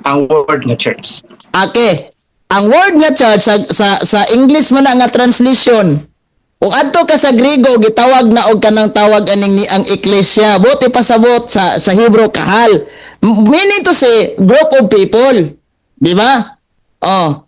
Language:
Cebuano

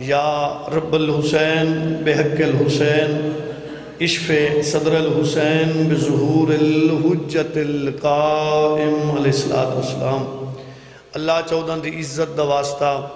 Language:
Saraiki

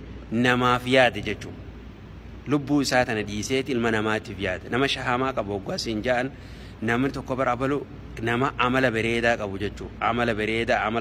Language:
Oromo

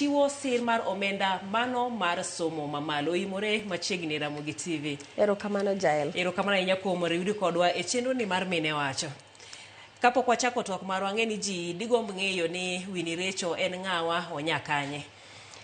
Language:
Luo (Kenya and Tanzania)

